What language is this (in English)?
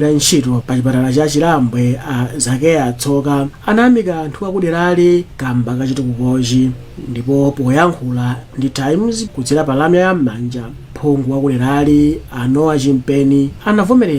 Nyanja